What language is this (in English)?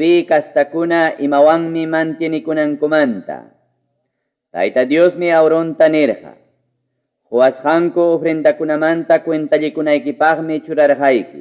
Ayacucho Quechua